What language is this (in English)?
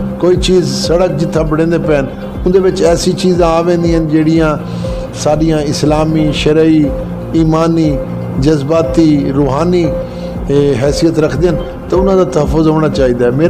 Saraiki